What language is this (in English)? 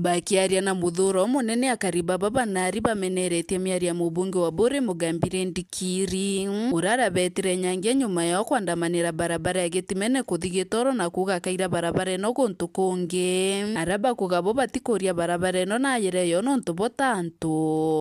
Meru